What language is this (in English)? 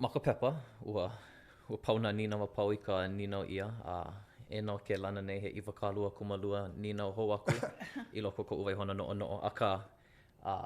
Hawaiian